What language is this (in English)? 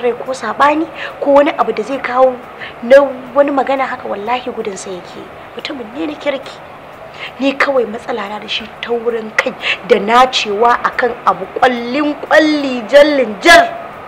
Hausa